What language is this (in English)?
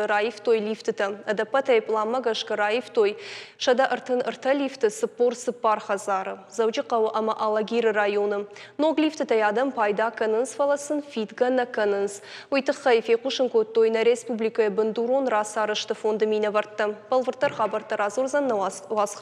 Ossetic